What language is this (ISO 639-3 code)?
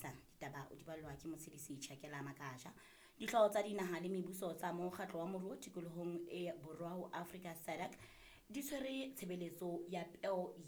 sot